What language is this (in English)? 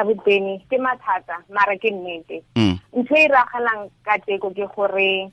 Tswana